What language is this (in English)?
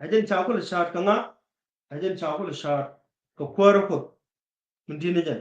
Nuer